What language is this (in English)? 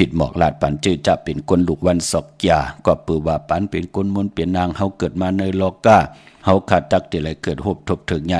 Shan